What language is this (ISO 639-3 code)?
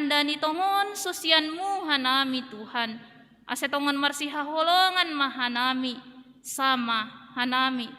bts